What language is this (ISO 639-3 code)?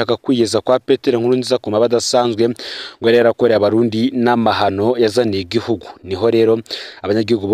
run